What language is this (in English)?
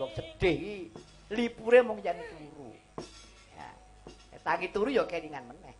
Javanese